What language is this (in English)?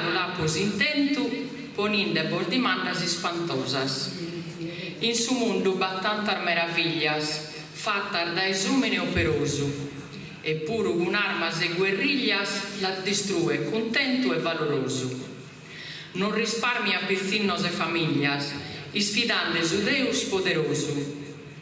Sardinian